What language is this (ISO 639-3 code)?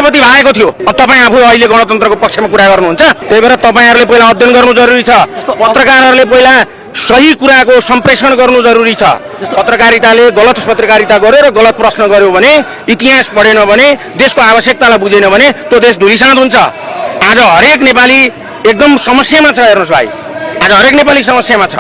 nep